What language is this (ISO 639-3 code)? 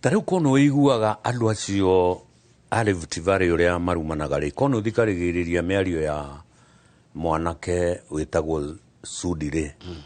kik